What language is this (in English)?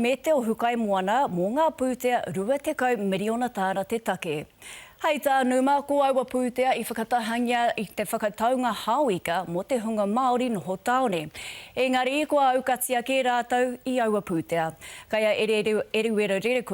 Māori